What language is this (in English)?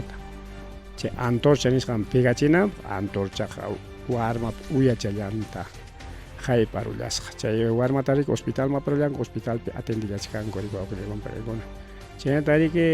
Ayacucho Quechua